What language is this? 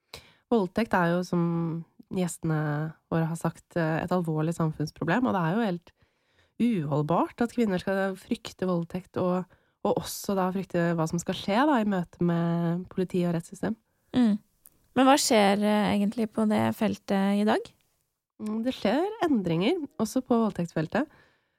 Norwegian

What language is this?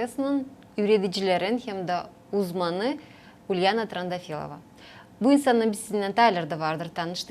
Gagauz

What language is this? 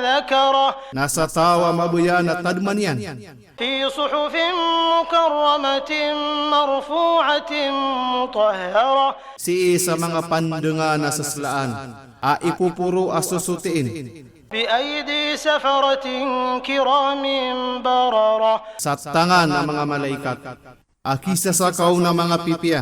Maranao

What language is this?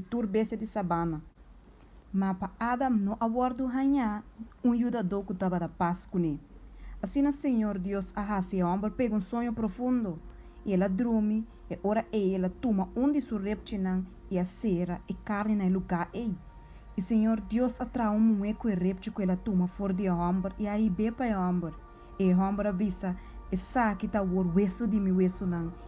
Papiamento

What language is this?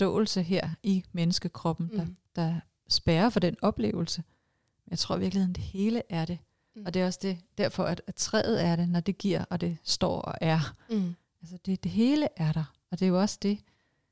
Danish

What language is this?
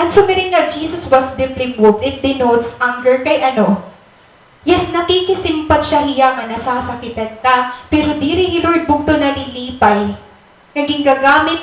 Waray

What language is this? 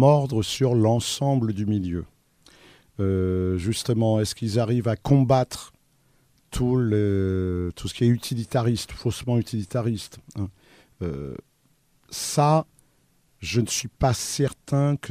French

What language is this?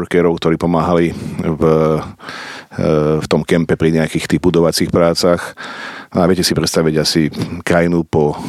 Slovak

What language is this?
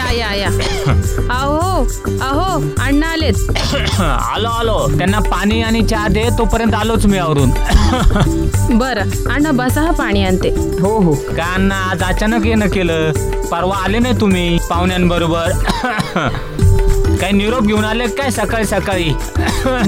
Marathi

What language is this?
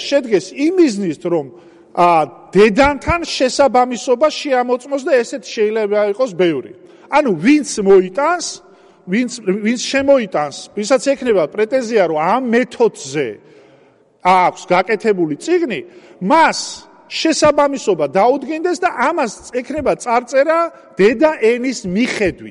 Georgian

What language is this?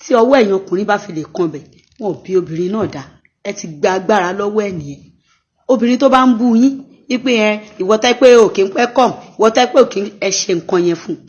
Yoruba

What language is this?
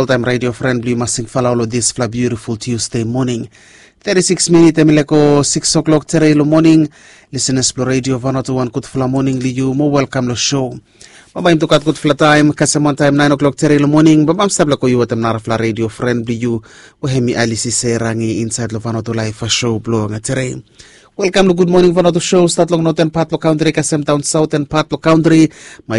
Bislama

